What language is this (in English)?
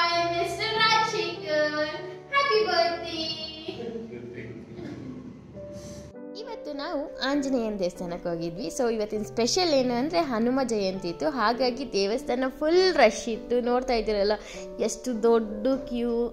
Kannada